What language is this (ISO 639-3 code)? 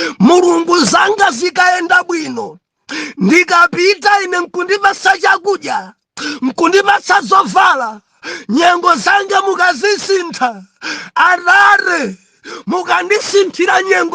nya